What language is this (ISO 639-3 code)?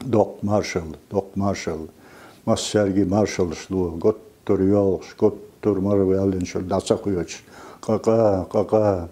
che